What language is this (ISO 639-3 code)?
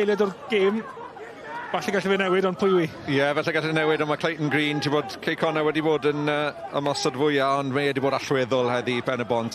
cym